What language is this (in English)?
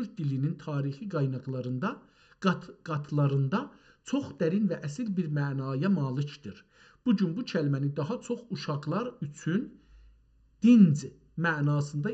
South Azerbaijani